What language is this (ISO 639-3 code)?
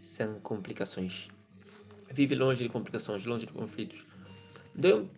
kea